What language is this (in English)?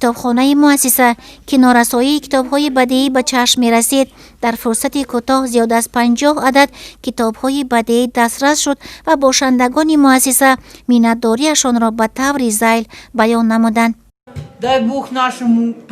Tajik